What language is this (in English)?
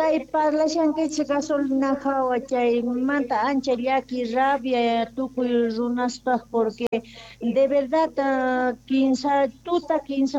Quechua